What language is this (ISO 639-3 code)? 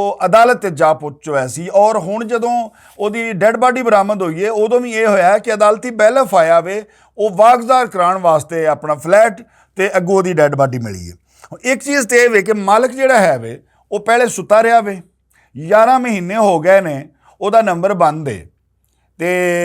lah